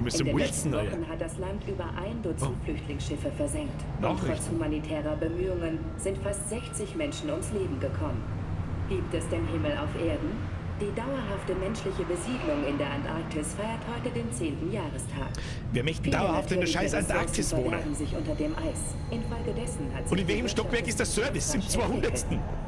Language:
Bavarian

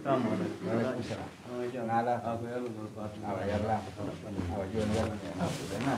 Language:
Pular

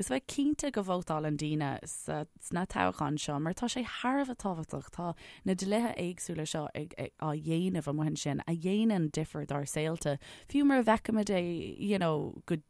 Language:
Irish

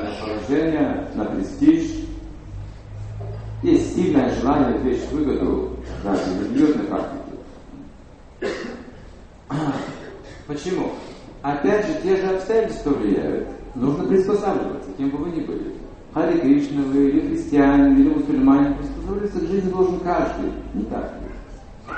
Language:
Russian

